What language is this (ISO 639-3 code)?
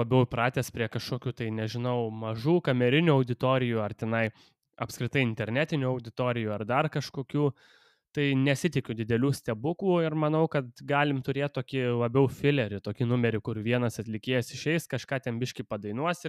lit